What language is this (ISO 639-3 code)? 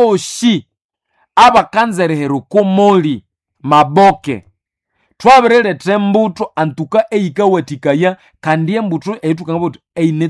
nnb